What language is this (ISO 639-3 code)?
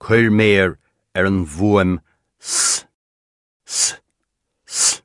gle